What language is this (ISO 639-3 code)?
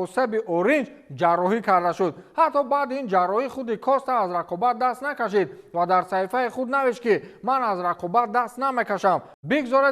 tgk